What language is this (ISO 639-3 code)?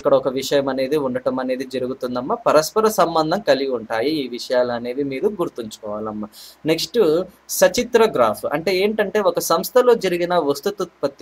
tel